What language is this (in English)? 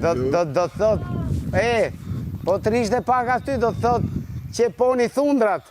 Albanian